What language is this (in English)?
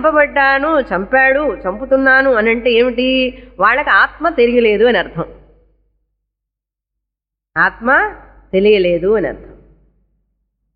Telugu